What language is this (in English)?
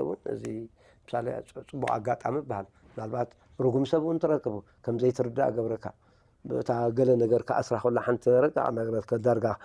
Tigrinya